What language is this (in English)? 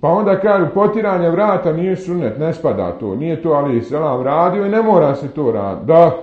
Bosnian